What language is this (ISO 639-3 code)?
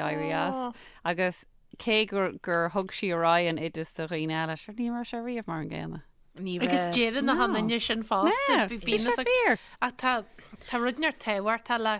gle